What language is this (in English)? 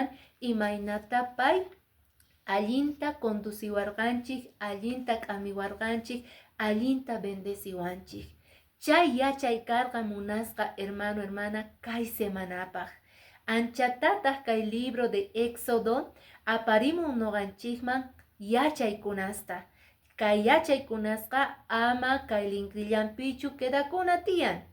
Quechua